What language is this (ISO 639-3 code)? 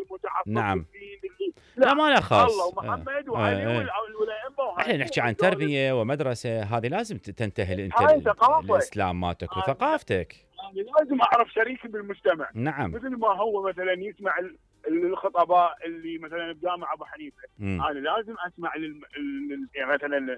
acm